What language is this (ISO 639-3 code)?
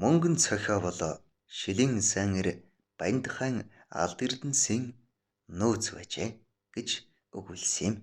mon